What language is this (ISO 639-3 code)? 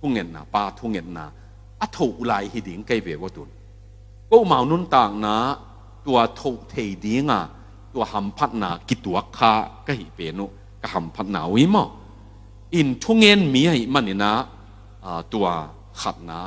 ctd